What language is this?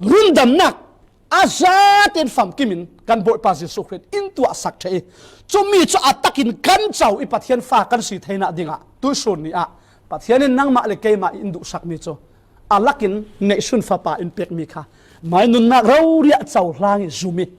Falam Chin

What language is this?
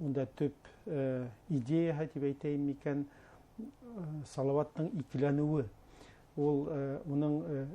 Bashkir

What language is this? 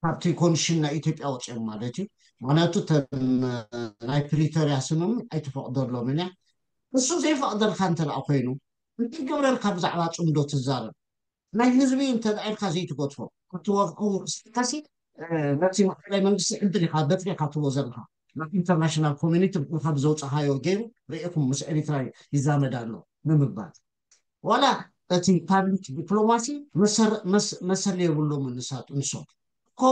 Tigrinya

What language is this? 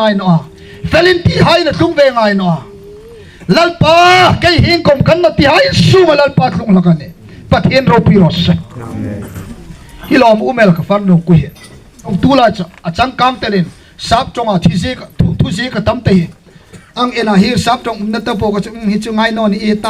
Hmar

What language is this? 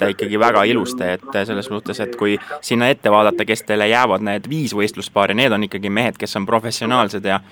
Estonian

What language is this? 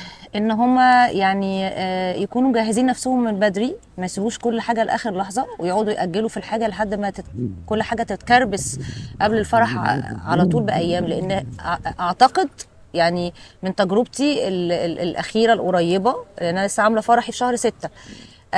Egyptian Arabic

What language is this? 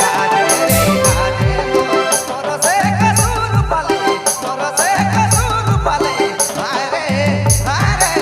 Sadri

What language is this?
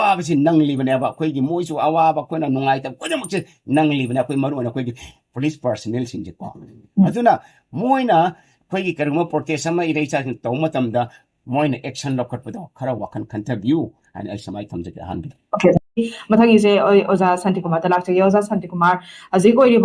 Manipuri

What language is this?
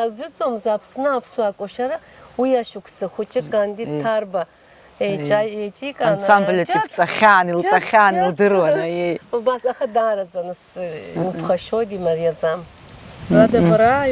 Abkhazian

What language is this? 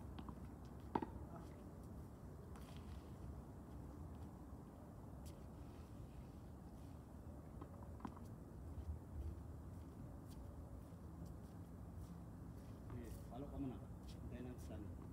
Filipino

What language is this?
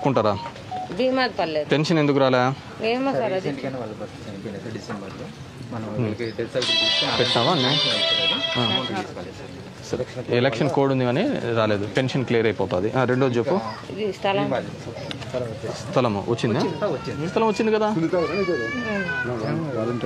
Telugu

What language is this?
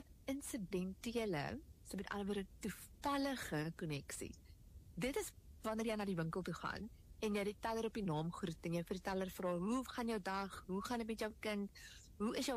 Afrikaans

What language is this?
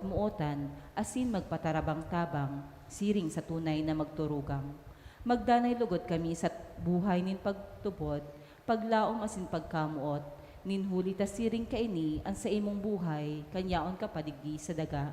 Bikol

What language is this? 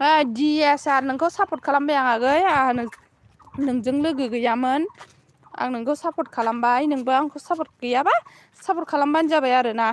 Bodo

